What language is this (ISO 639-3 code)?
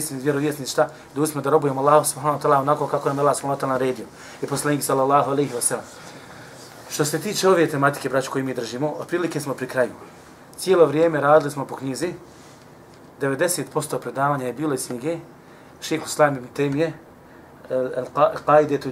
bos